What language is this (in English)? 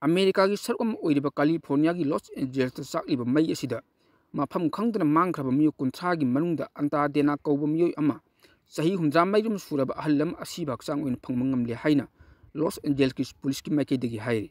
Manipuri